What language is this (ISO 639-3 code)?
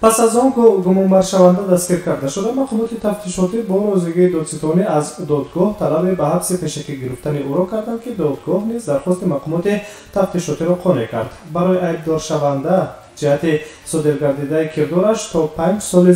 tgk